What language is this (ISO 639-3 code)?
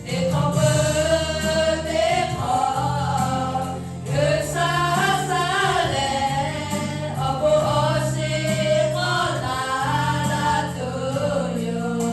lhu